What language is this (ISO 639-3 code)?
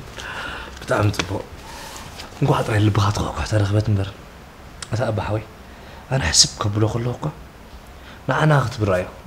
tir